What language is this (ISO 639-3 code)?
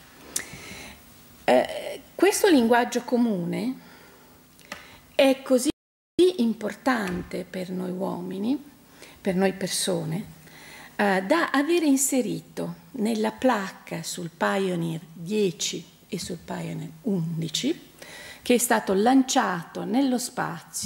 ita